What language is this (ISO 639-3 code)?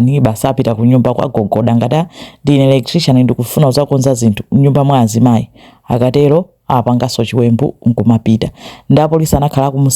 nya